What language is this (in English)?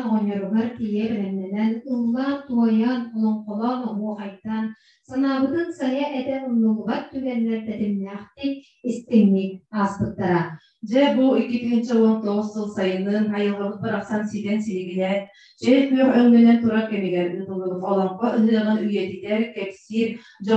Yakut